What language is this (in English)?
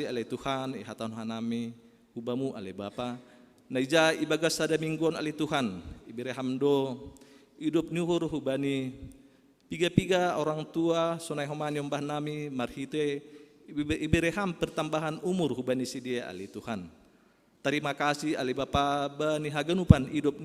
Batak Simalungun